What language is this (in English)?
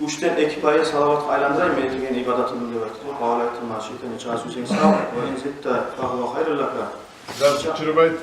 Kumyk